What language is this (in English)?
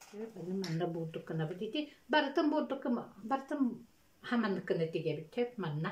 Yakut